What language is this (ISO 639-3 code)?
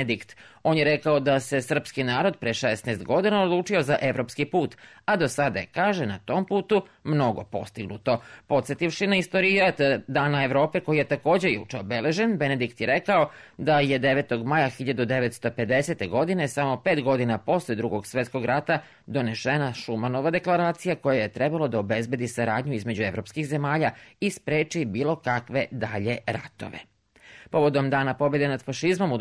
srp